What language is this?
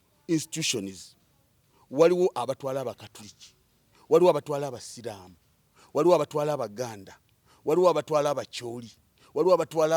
Ganda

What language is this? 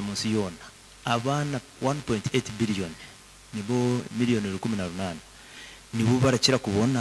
Nyankole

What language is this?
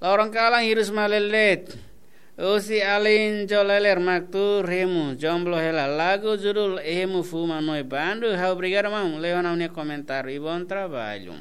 Tetum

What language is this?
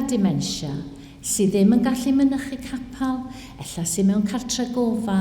Welsh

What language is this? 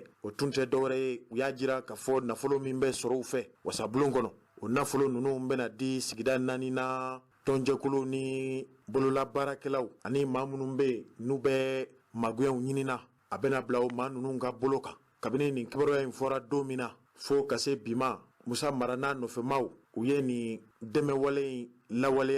Bambara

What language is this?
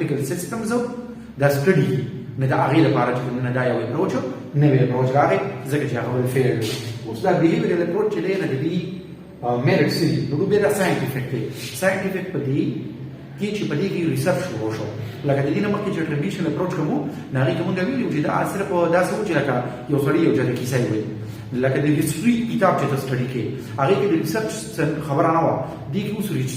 Pashto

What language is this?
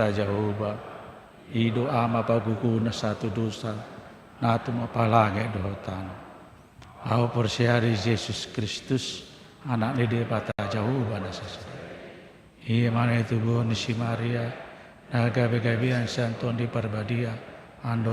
Batak Toba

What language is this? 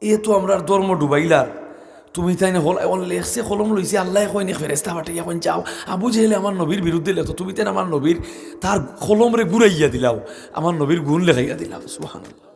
Sylheti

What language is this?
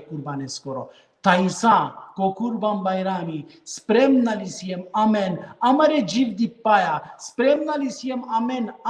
Balkan Romani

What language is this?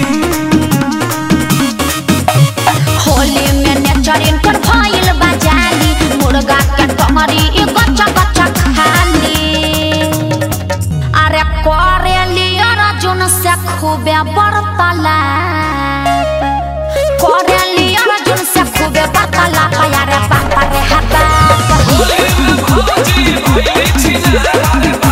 Bhojpuri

